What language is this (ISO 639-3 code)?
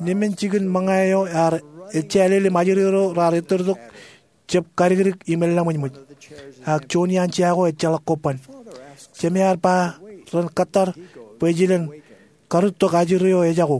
mah